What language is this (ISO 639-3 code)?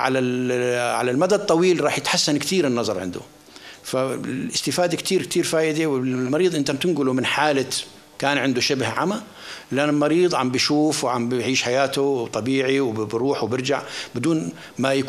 apc